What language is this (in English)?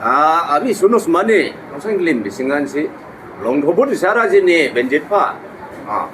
Dimasa